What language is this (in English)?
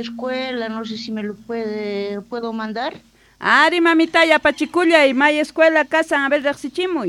Quechua